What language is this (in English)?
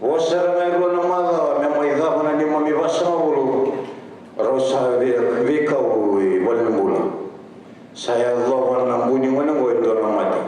Fijian